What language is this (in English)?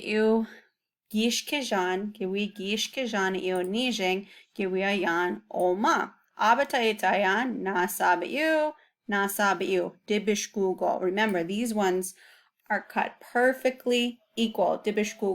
Chippewa